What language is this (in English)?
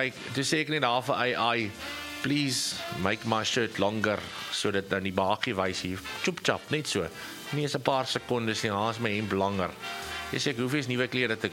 Afrikaans